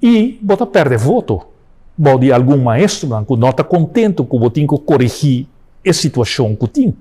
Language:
Papiamento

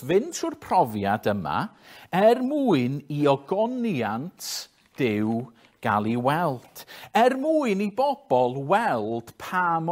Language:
Welsh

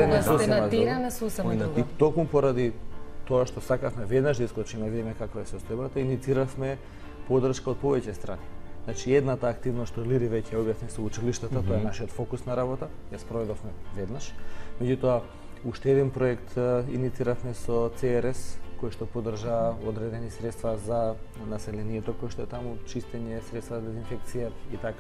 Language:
Macedonian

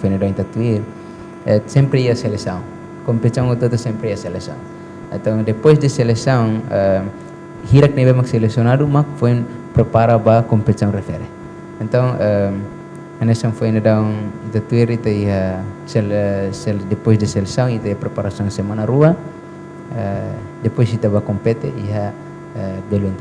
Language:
Tetum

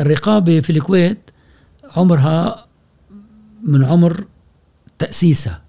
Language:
Gulf Arabic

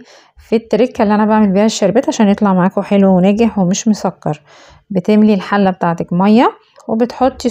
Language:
Egyptian Arabic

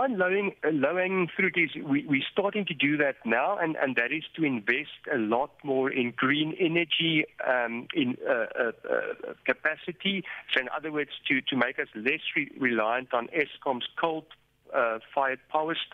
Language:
English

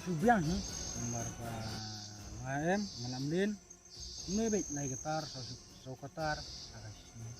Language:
Khasi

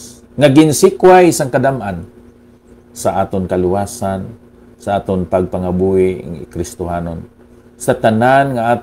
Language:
Hiligaynon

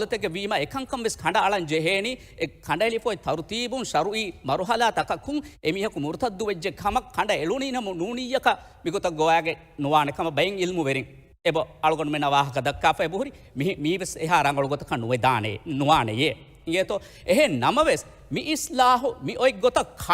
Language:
Divehi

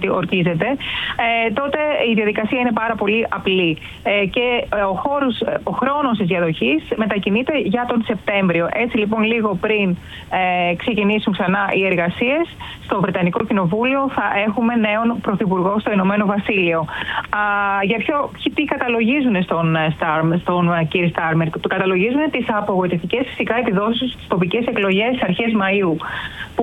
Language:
Greek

